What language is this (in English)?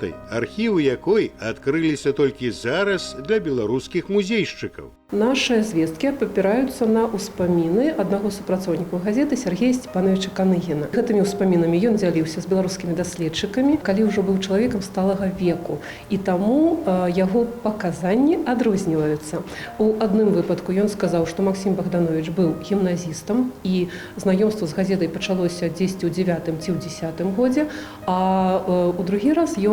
Belarusian